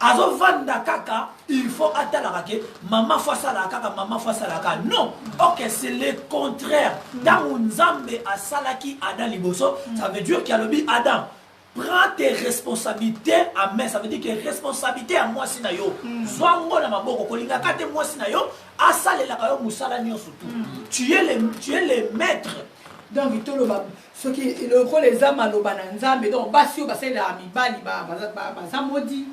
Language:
Lingala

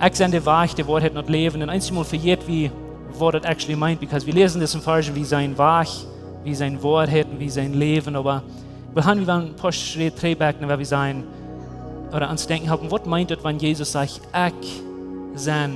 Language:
Plautdietsch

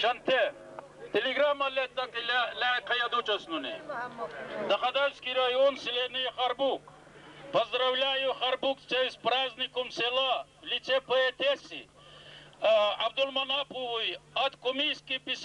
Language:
Dargwa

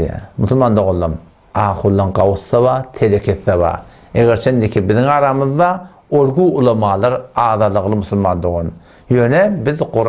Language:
Turkmen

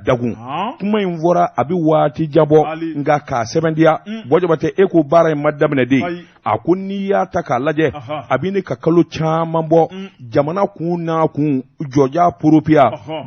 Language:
Bambara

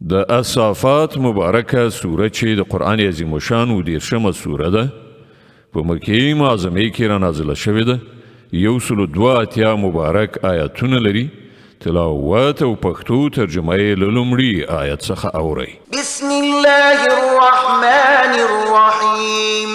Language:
Pashto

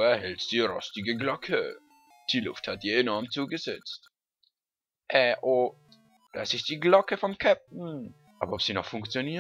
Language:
Swiss German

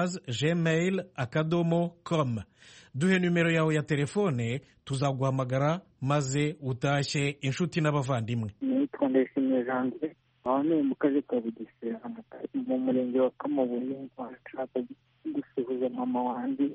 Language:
Kinyarwanda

